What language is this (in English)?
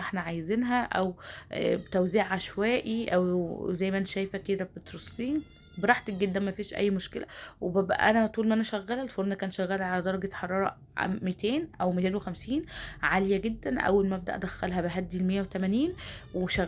Egyptian Arabic